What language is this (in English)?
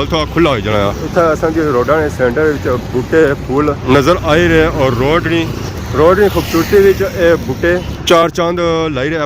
Pahari-Potwari